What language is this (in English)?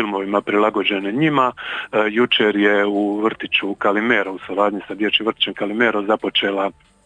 Croatian